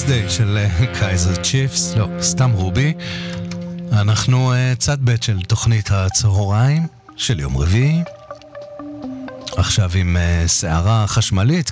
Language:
Hebrew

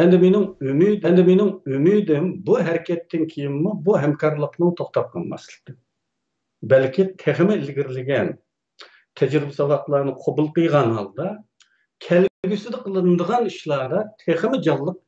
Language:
Uyghur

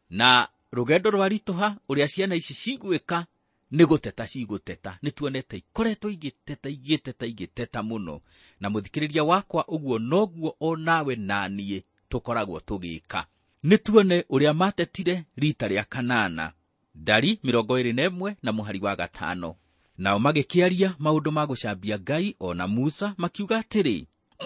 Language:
Kikuyu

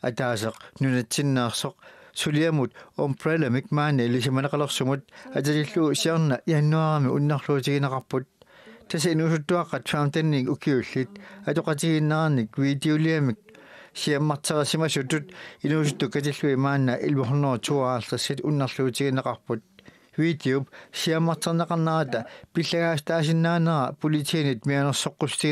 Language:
Kalaallisut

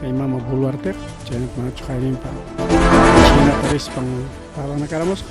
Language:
Ayacucho Quechua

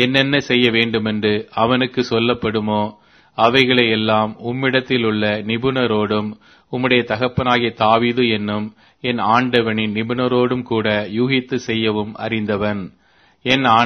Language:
Tamil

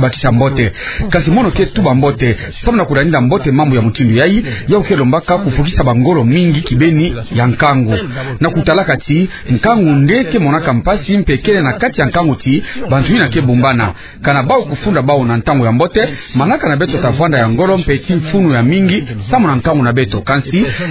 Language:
Kituba (Democratic Republic of Congo)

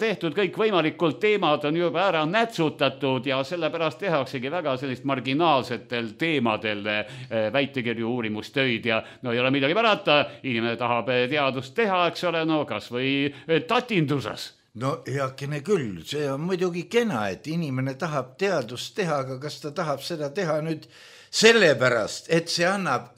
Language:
Estonian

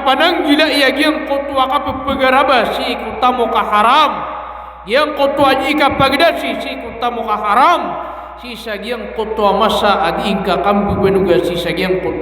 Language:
Maranao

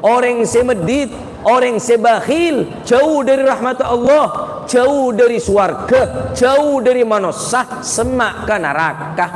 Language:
Madurese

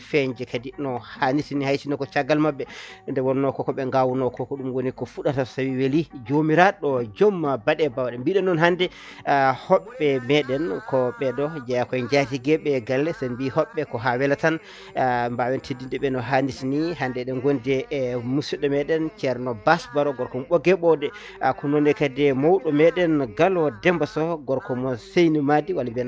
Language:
Fula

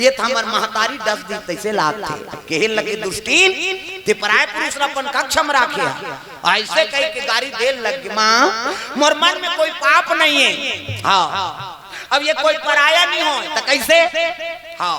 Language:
Chhattisgarhi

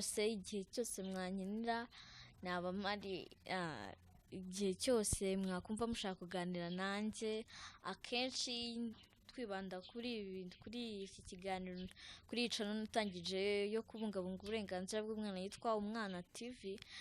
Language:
Kinyarwanda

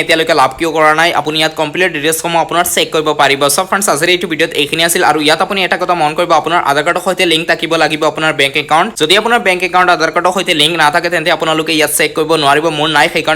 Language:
Assamese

